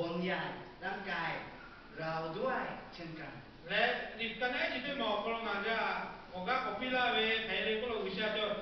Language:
Lahu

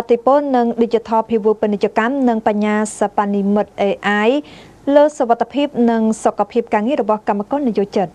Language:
Khmer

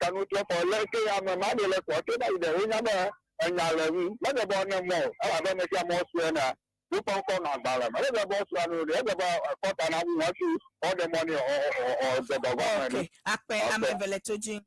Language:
Ewe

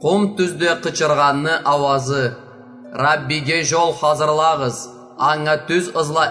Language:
Karachay-Balkar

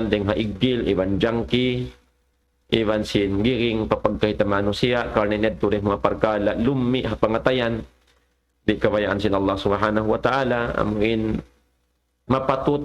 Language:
Tausug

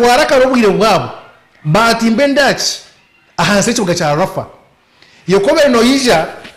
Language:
Nyankole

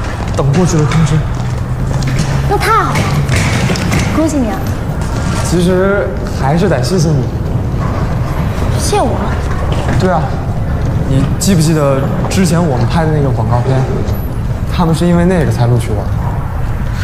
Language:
Chinese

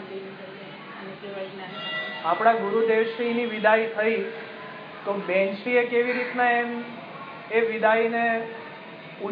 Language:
Gujarati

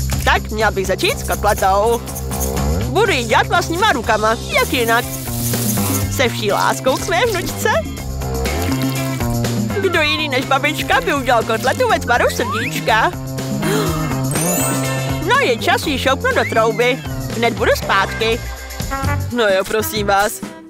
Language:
Czech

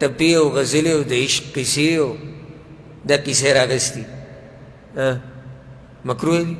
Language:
Pashto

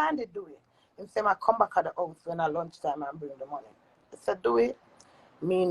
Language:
Jamaican Creole English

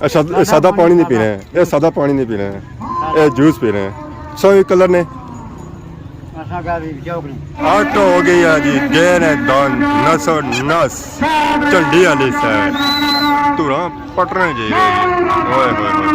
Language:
Pahari-Potwari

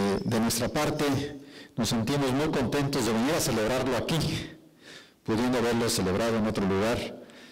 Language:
Spanish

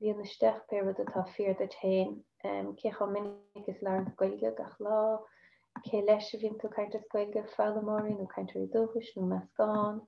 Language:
Irish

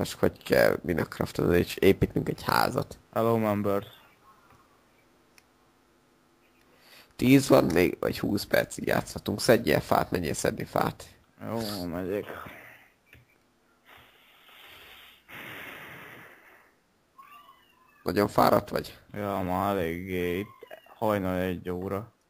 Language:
Hungarian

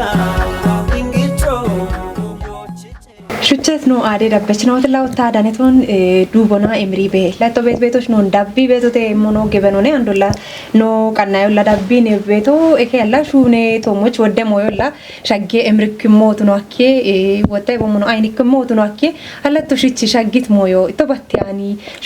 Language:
Kafa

